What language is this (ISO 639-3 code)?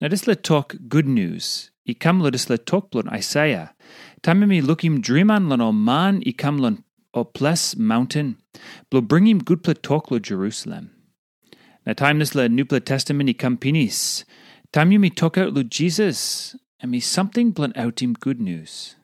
tpi